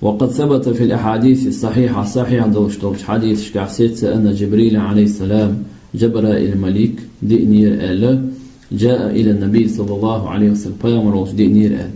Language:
Chechen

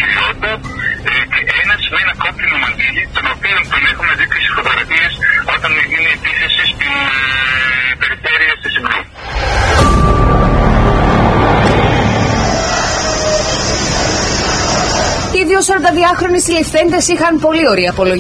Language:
Greek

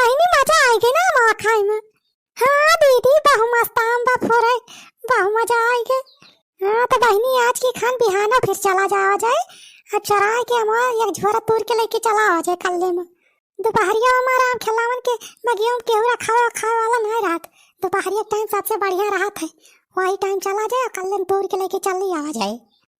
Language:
Awadhi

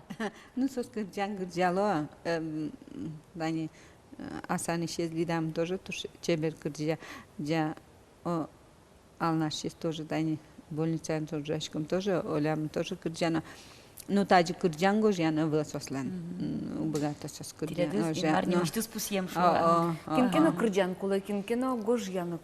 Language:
Udmurt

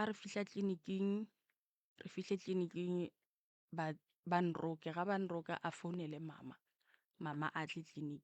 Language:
Northern Sotho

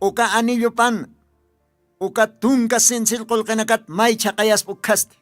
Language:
Aymara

